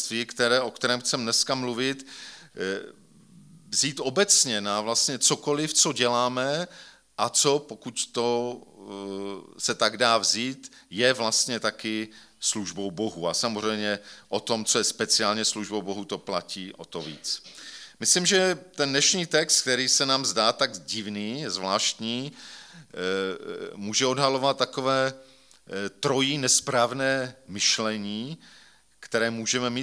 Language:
Czech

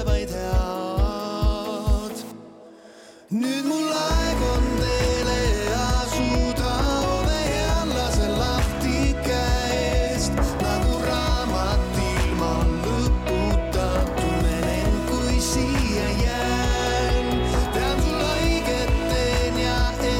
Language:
Estonian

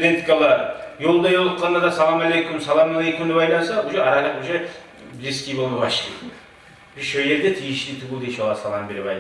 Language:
Kumyk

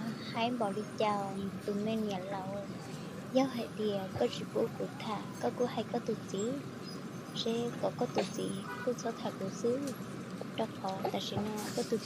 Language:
Hmong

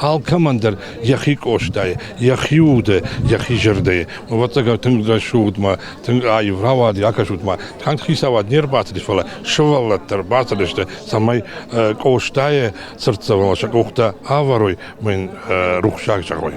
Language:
Ossetic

